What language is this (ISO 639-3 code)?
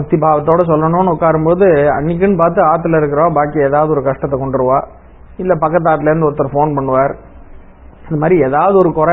tam